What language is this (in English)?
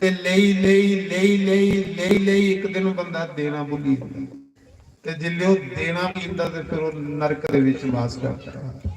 Dogri